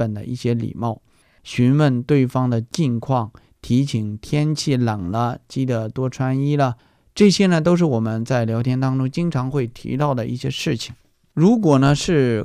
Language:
Chinese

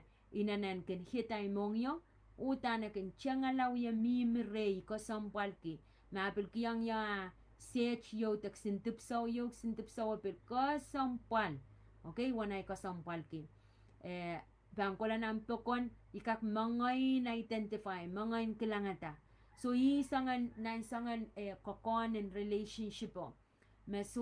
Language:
Pohnpeian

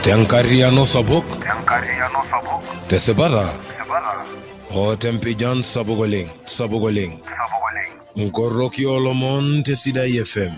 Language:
Masai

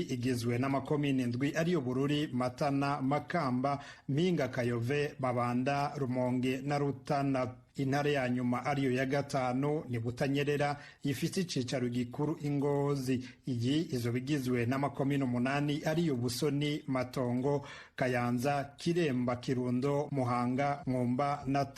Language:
Rundi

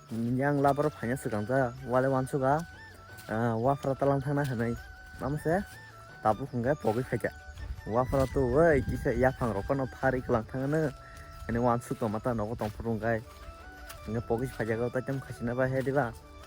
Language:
Kok Borok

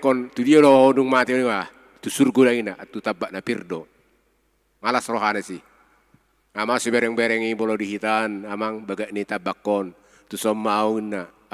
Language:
Batak Toba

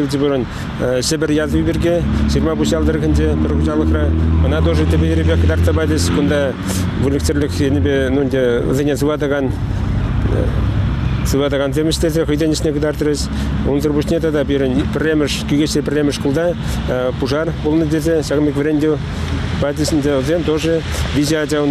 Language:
Chuvash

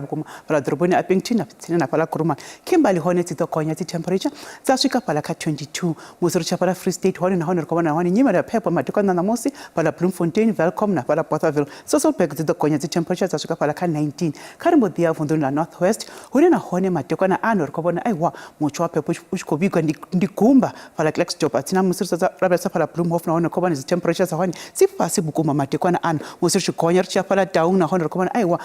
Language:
Venda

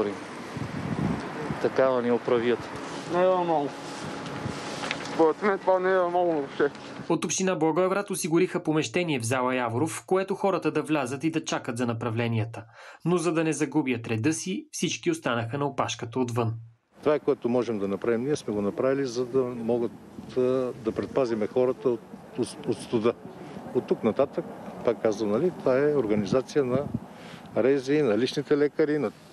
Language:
Bulgarian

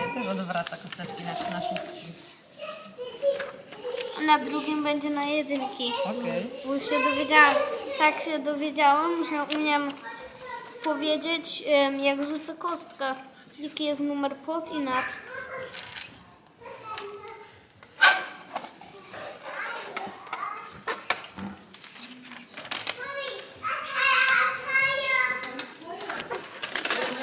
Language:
Polish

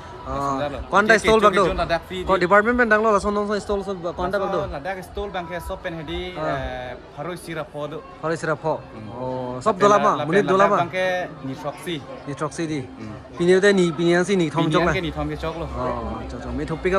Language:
Karbi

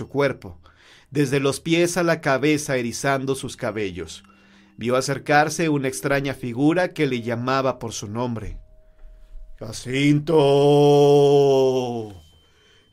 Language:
Spanish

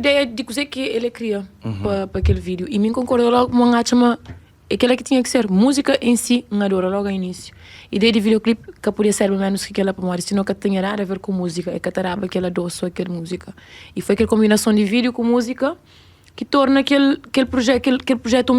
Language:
Kabuverdianu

